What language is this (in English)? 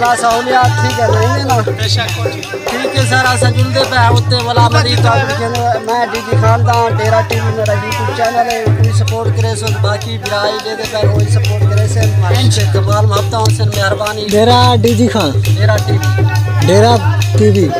Saraiki